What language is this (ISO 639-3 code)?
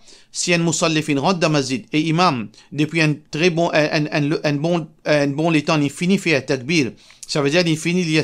mfe